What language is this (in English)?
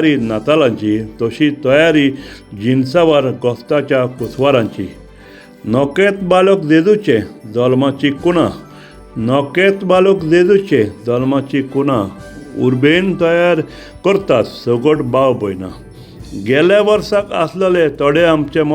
Konkani